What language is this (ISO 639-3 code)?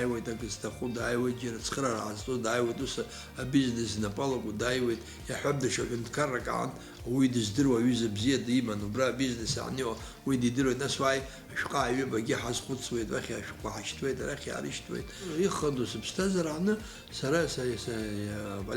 abk